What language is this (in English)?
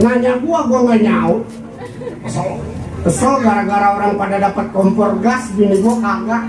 Betawi